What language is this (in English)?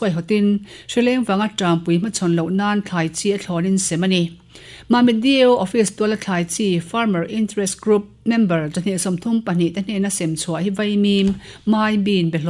Mizo